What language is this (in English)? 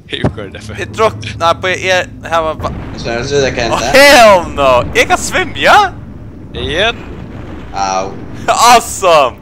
Faroese